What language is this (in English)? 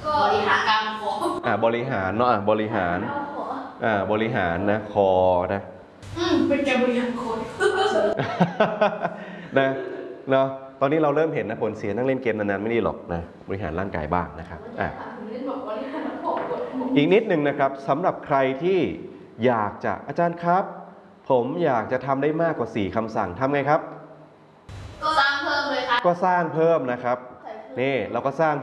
Thai